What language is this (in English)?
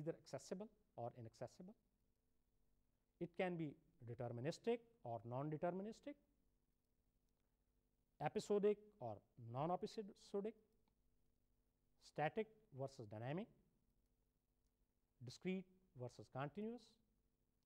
Urdu